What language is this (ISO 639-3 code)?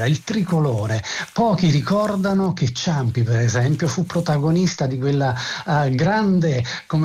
ita